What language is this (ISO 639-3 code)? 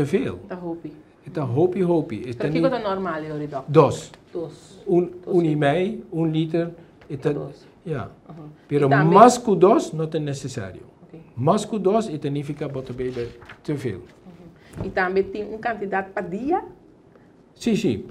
pap